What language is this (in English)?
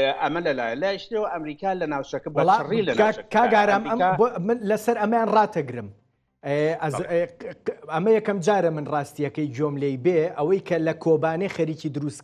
Central Kurdish